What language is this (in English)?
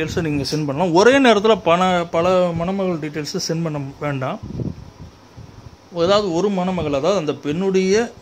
Tamil